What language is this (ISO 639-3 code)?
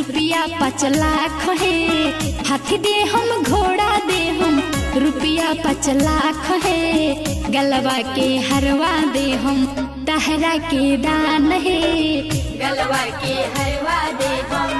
bho